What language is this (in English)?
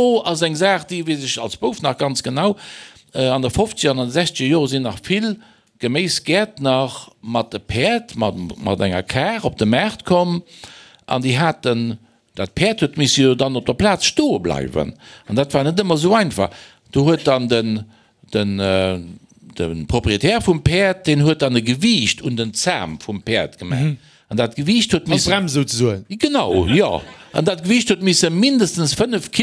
Luxembourgish